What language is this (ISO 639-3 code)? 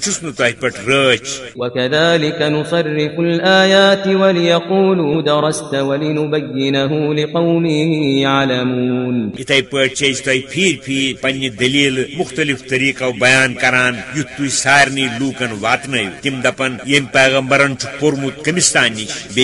kas